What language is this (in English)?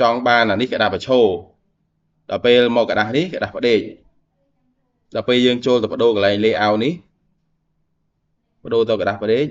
Khmer